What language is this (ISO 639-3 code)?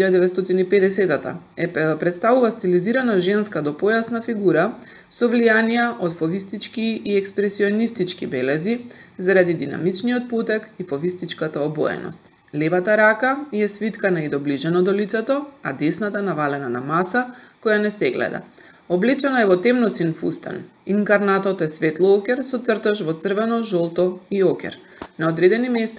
mkd